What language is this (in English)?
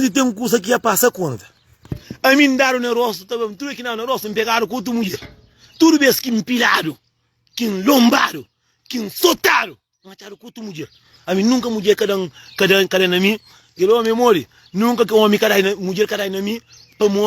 Kabuverdianu